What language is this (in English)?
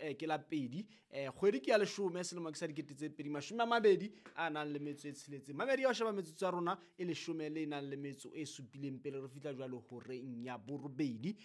Southern Sotho